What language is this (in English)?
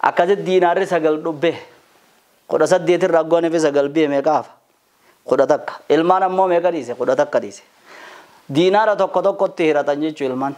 Oromo